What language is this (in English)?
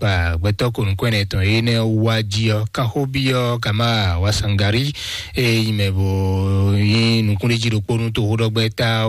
Fon